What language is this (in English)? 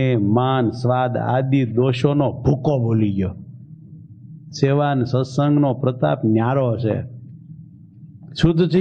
Gujarati